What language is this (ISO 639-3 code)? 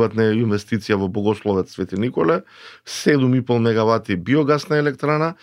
mkd